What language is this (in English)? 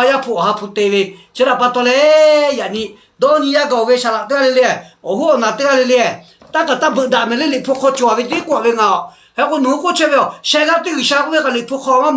Lahu